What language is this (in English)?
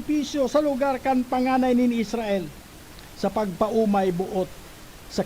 Bikol